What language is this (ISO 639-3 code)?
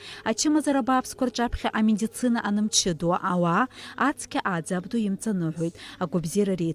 abk